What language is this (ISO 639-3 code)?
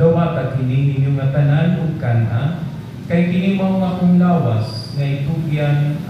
ceb